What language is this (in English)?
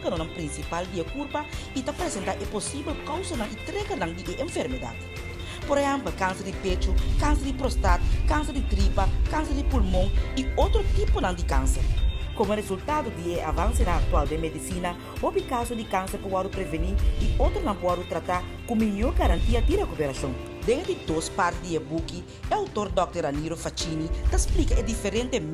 Papiamento